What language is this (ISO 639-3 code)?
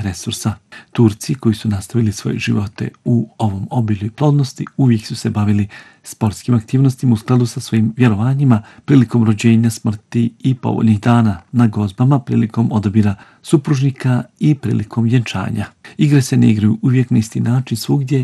bos